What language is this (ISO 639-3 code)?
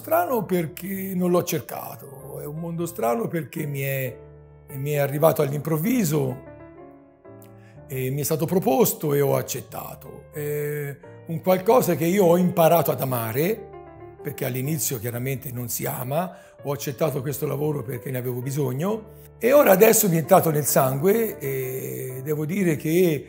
ita